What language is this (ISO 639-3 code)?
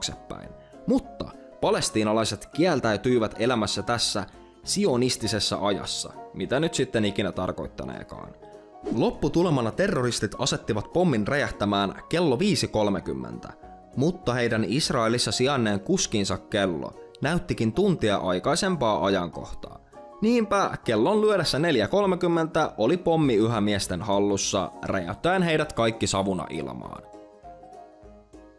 fin